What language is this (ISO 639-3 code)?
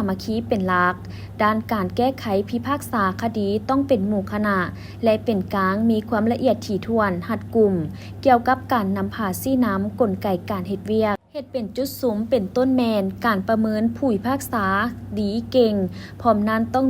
lao